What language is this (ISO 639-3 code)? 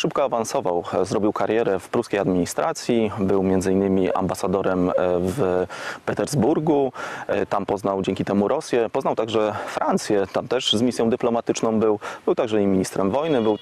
pol